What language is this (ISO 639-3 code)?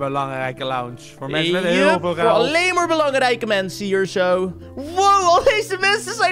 nld